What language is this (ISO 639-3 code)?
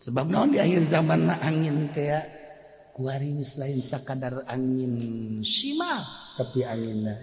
sun